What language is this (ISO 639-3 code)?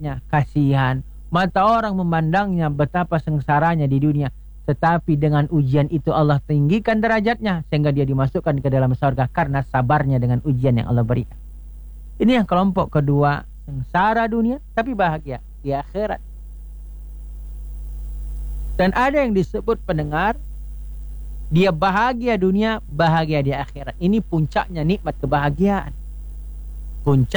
ind